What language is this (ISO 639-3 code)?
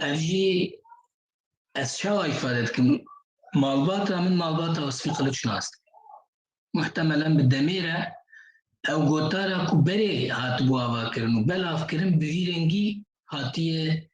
kur